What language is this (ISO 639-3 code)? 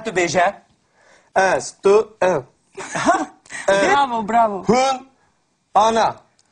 kur